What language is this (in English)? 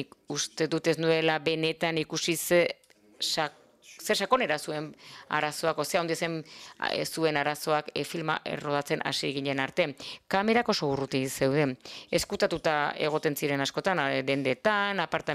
Basque